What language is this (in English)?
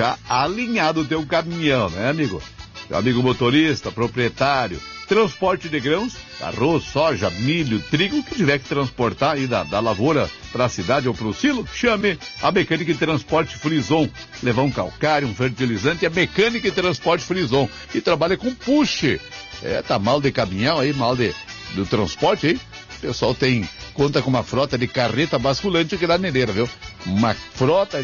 Portuguese